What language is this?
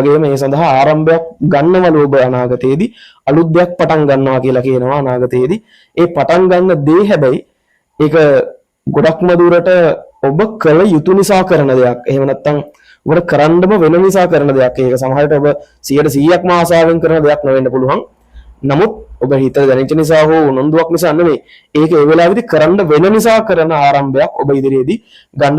Sinhala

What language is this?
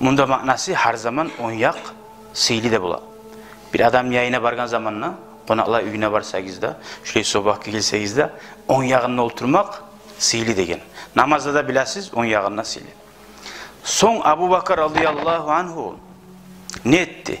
Kumyk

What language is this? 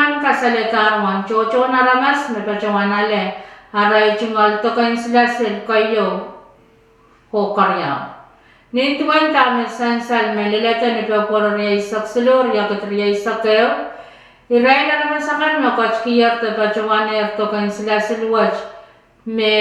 Pohnpeian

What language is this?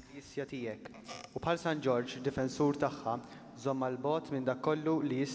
Maltese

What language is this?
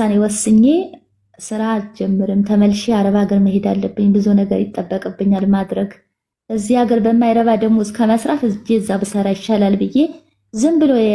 Amharic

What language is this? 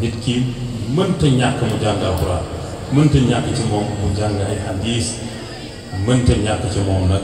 Wolof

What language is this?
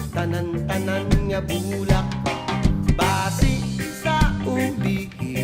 Hiligaynon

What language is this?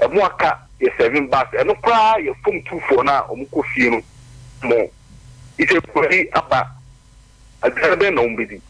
Akan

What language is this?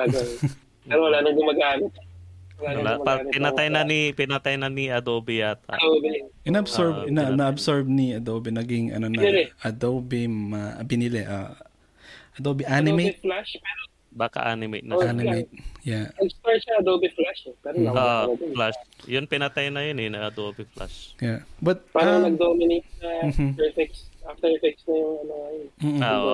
Filipino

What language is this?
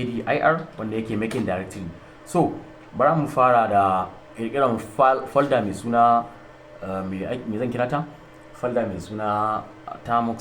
Hausa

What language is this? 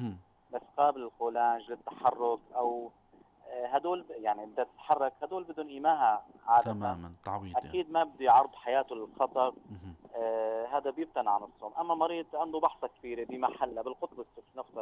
North Levantine Arabic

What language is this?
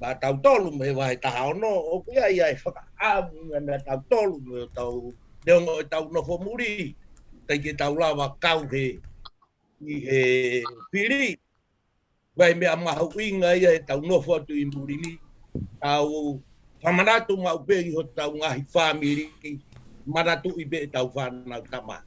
Tongan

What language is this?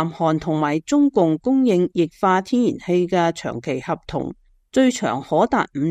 Cantonese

